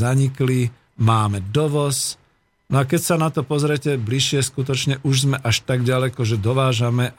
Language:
Slovak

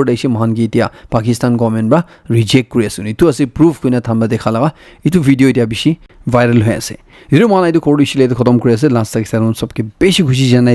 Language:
Naga Pidgin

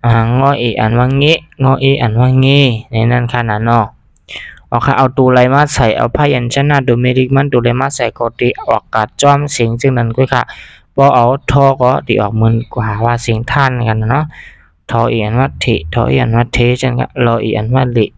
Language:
Shan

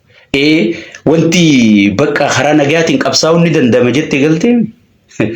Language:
Oromo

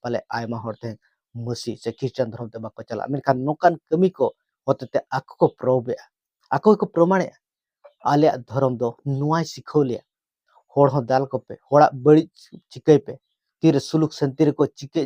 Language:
Santali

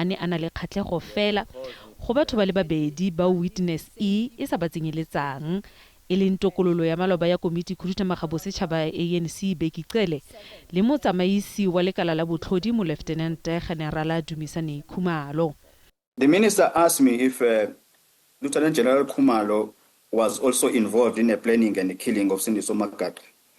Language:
Tswana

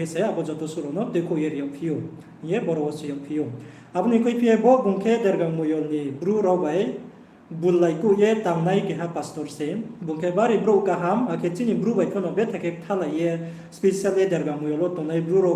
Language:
Riang (India)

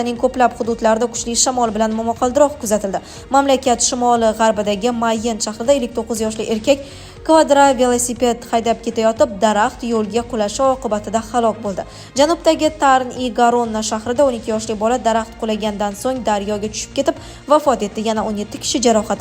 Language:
Uzbek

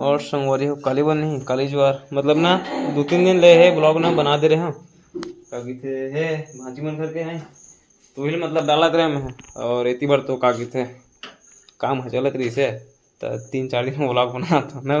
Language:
Chhattisgarhi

